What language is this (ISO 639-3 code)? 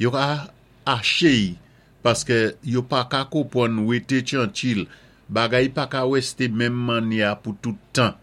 acf